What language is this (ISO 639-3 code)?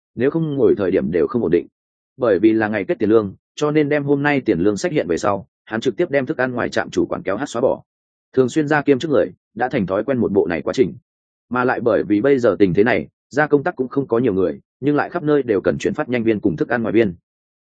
vie